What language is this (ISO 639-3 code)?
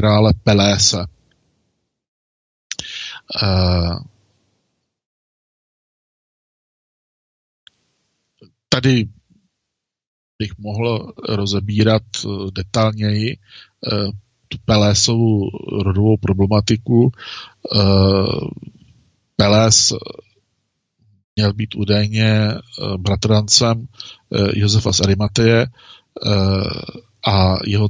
ces